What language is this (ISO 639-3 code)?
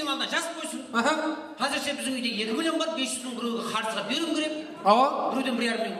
kaa